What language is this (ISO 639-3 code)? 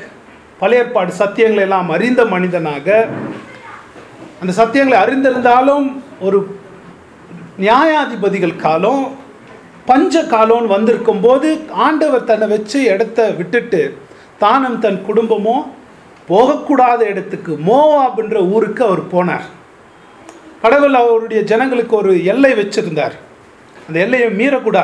tam